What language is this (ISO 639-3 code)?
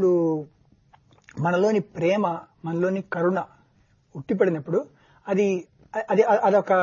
tel